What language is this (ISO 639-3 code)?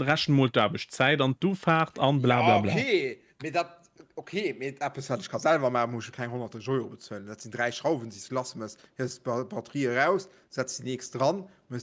ltz